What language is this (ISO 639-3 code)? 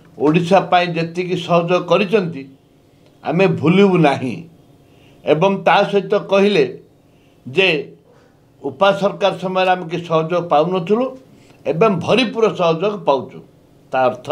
ori